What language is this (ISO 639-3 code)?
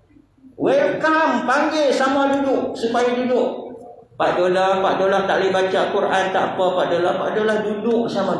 msa